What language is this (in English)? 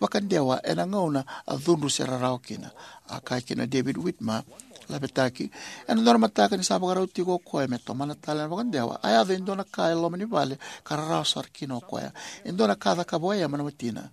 Fijian